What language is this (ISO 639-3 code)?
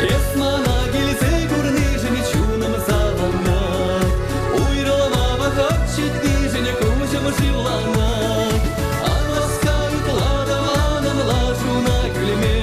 chv